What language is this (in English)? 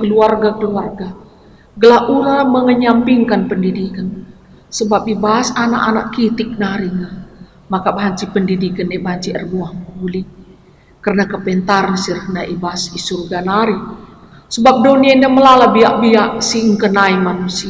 Batak Karo